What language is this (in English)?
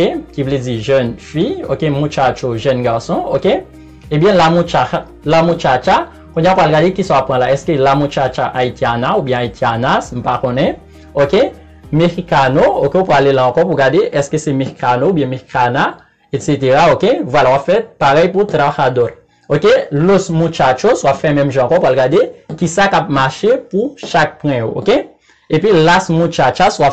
Haitian Creole